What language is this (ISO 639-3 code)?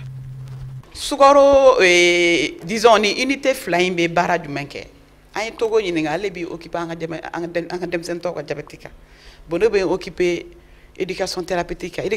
bam